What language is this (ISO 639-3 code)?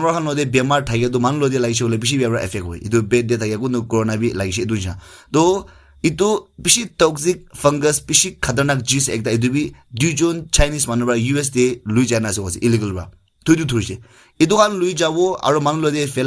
nag